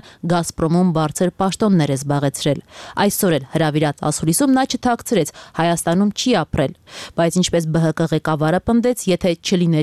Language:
Armenian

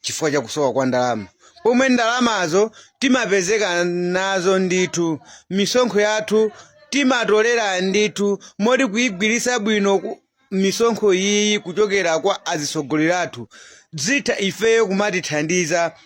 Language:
Nyanja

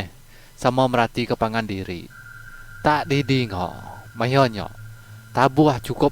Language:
Iban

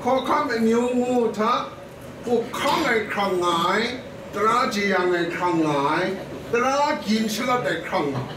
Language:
Kachin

